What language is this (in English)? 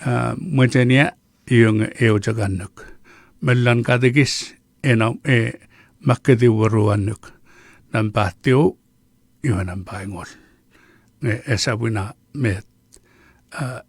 Chuukese